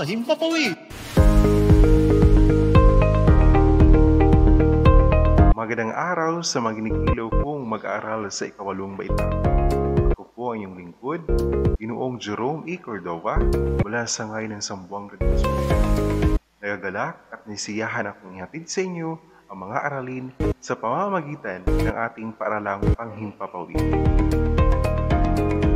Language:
Filipino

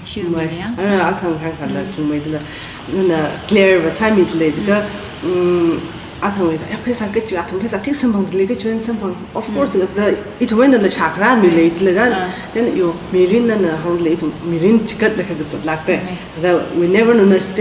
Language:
Tangkhul Naga (India)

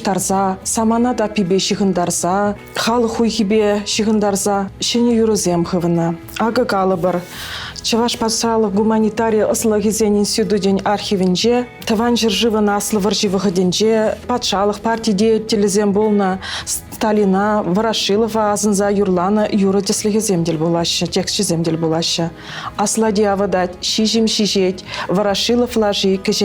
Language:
Chuvash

